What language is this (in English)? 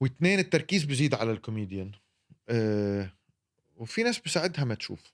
North Levantine Arabic